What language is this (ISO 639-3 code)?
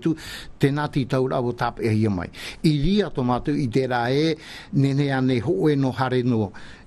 tah